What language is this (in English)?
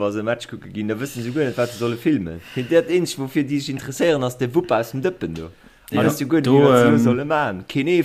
Luxembourgish